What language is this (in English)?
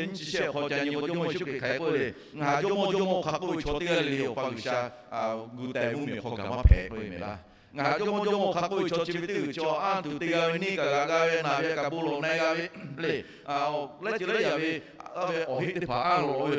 Lahu